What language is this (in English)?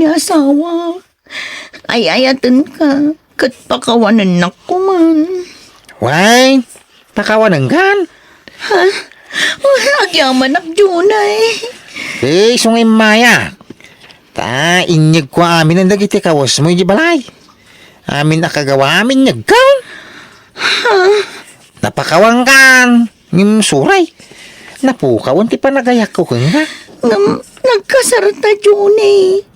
Iloko